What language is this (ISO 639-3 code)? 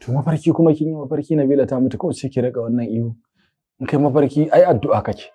hau